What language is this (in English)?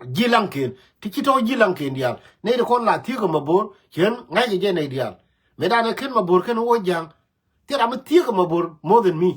Nuer